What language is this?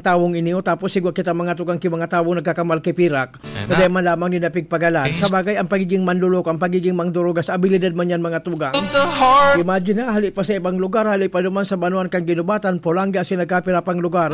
Bikol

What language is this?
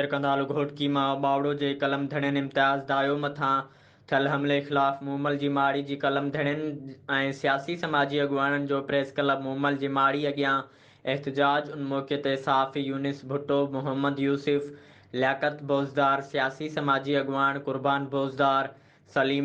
Sindhi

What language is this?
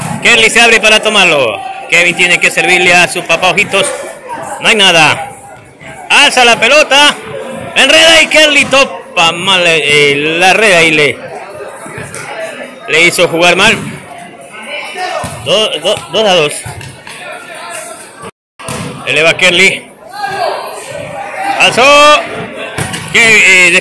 Spanish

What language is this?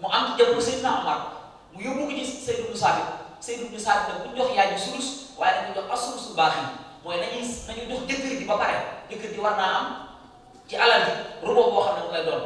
Wolof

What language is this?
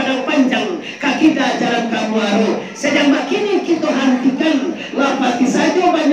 Minangkabau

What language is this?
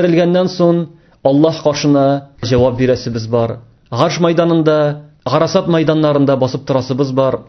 Tatar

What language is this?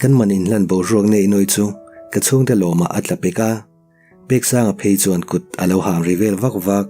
Mizo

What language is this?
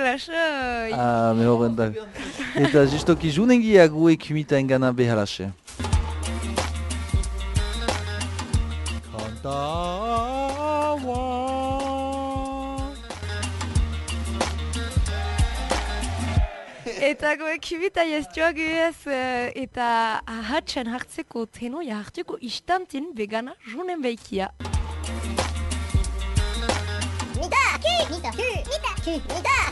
Basque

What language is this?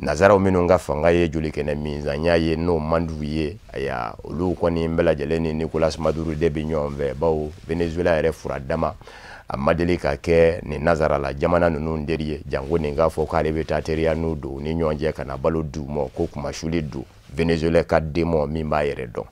Bambara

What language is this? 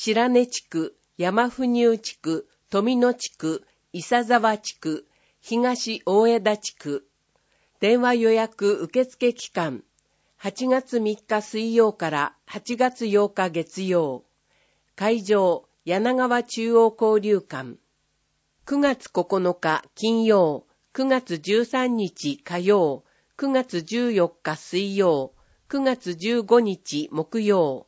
Japanese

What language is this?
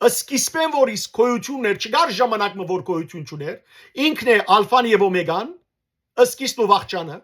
Western Armenian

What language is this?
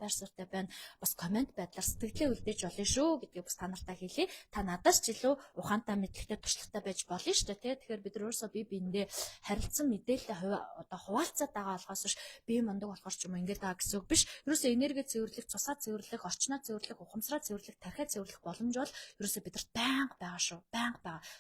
Mongolian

